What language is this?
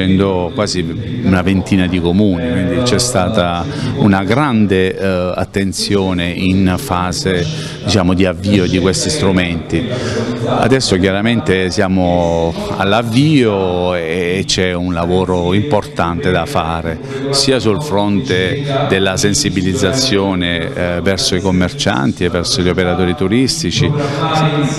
Italian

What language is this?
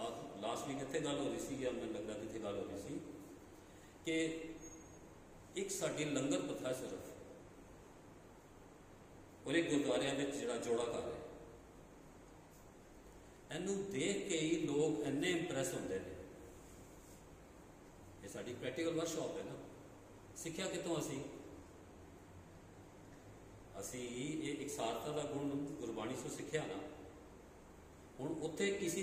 Punjabi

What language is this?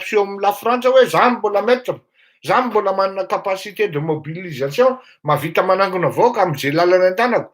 Malagasy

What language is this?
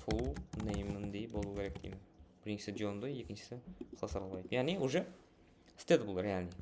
Kara-Kalpak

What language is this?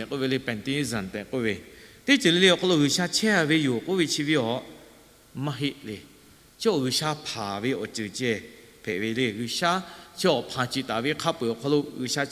Lahu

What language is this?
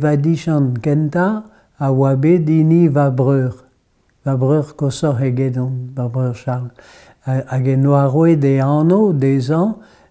Breton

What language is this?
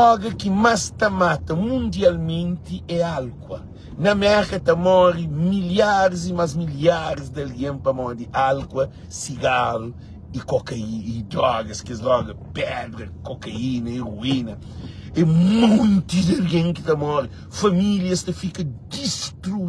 Kabuverdianu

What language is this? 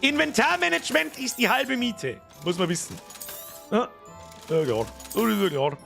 Bavarian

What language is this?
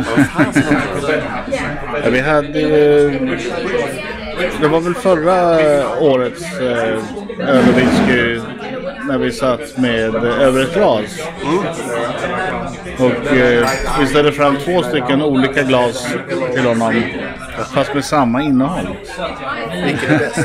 Swedish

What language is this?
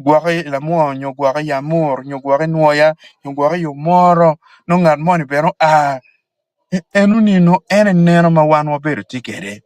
Acoli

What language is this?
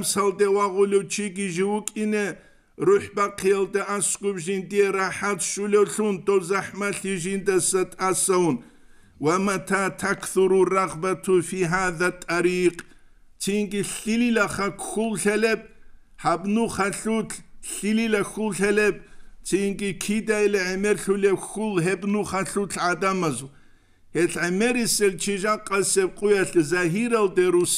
Avaric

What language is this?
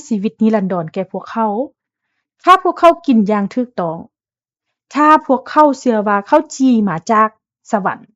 Lao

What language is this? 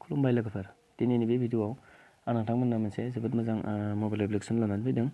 Bodo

